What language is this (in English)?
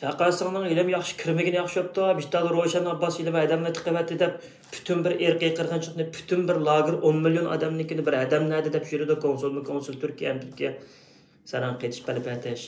Uyghur